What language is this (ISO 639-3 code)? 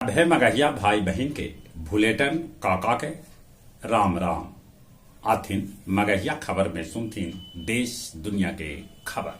mag